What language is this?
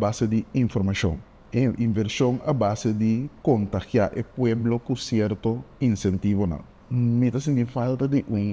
Papiamento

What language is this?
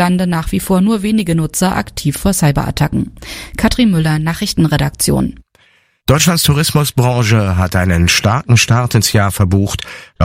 German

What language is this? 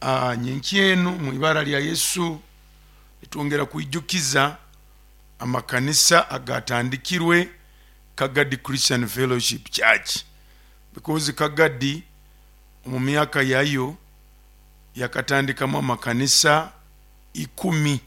Nyoro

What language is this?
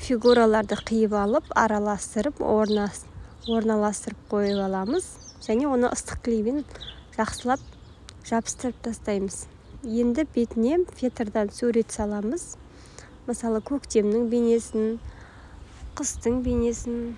Kazakh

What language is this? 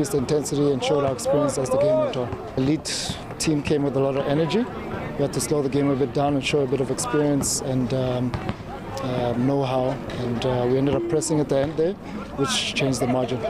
Tswana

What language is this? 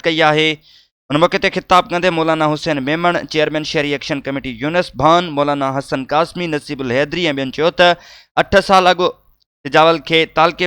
Sindhi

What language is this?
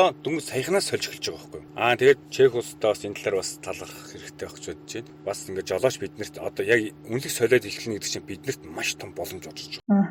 Mongolian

